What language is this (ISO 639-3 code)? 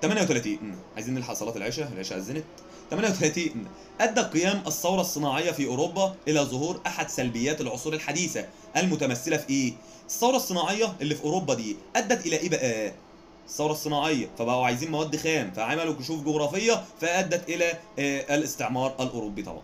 arz